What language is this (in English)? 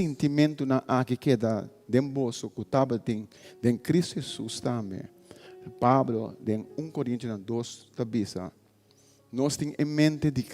Papiamento